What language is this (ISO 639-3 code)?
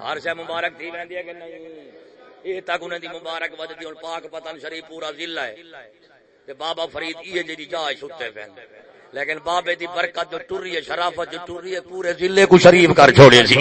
skr